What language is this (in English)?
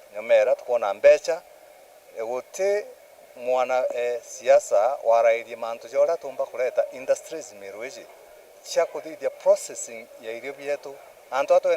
Meru